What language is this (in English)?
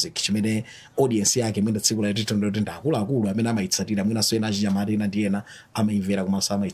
Nyanja